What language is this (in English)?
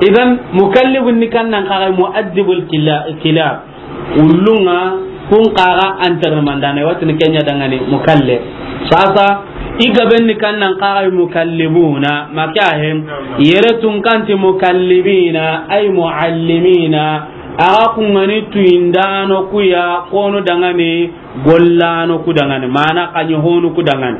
Soninke